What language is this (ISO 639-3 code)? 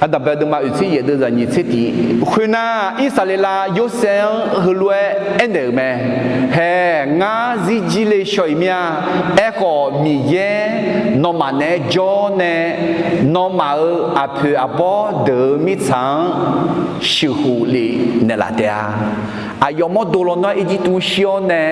ahk